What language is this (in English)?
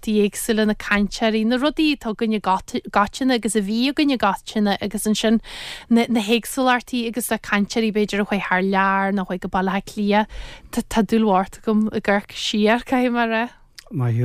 Irish